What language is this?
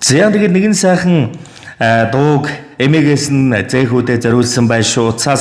Mongolian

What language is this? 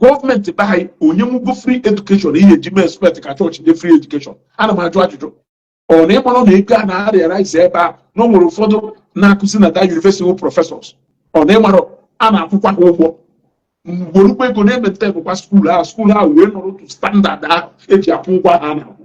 Igbo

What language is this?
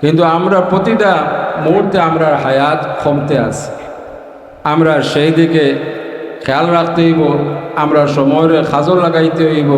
Sylheti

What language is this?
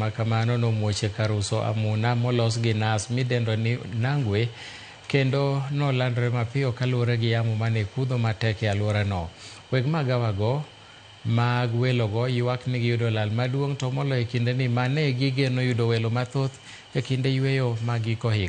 Luo (Kenya and Tanzania)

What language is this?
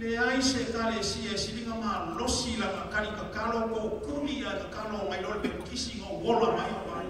Samoan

